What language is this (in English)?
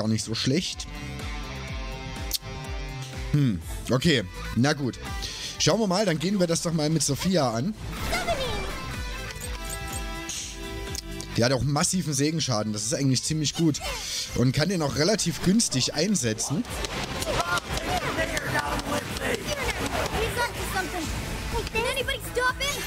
German